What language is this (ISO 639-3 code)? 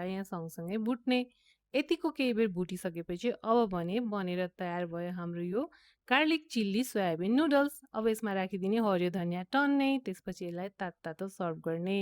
nep